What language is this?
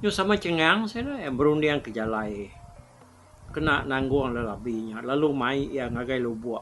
Iban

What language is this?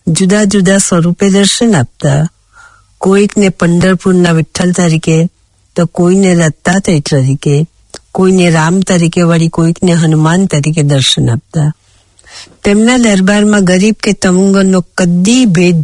Gujarati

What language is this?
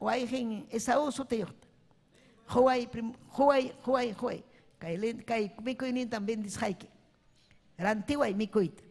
Ayacucho Quechua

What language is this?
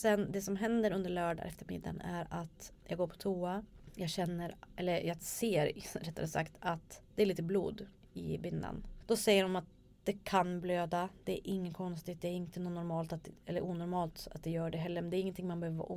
Swedish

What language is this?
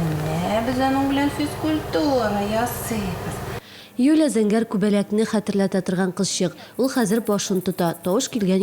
Tatar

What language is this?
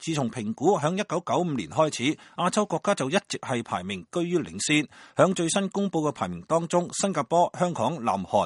Cantonese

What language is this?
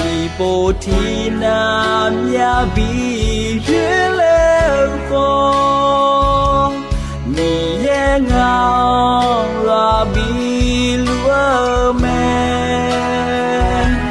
Akha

